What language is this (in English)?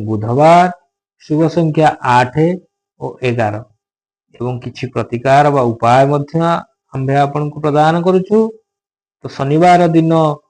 Odia